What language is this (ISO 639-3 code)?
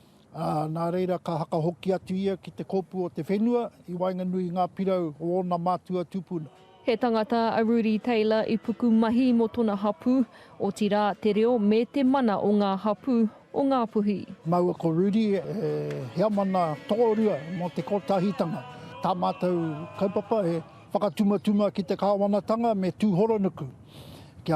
mri